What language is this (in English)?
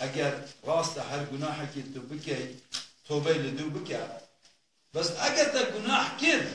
Kurdish